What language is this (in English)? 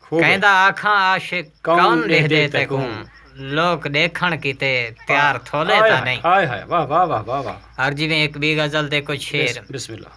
Saraiki